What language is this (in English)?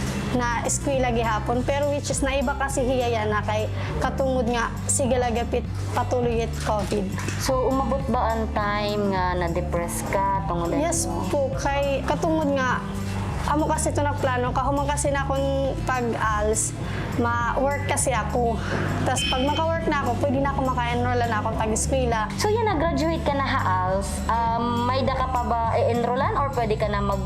Waray